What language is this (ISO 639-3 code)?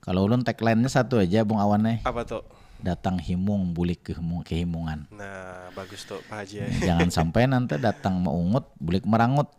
bjn